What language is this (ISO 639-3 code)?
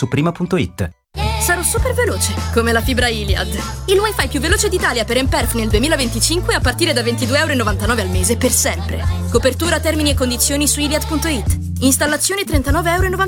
ita